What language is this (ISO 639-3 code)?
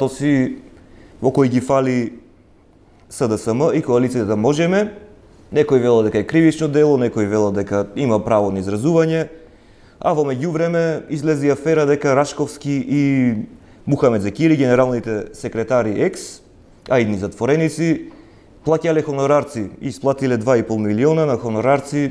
mkd